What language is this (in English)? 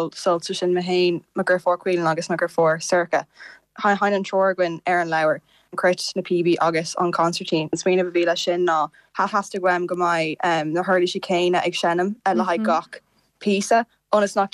Irish